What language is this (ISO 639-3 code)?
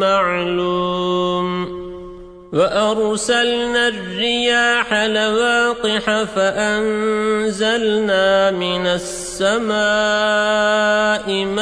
ara